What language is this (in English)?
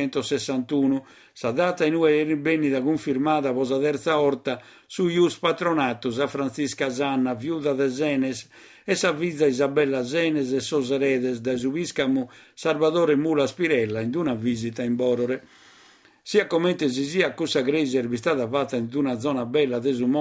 Sardinian